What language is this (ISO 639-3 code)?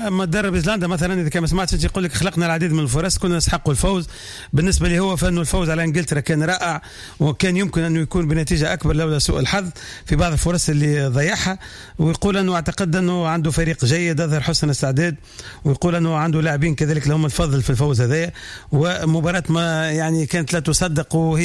aeb